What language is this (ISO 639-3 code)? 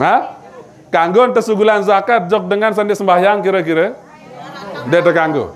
sas